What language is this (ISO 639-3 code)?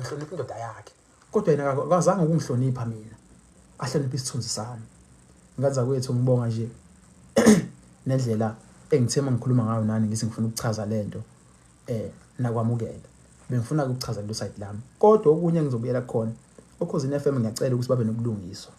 zul